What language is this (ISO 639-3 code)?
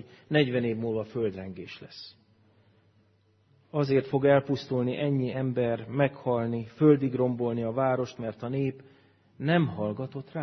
hun